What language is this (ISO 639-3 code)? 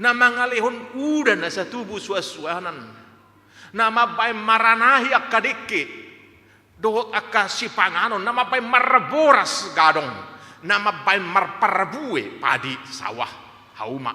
bbc